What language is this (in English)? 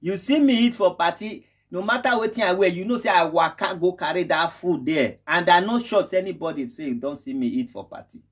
Nigerian Pidgin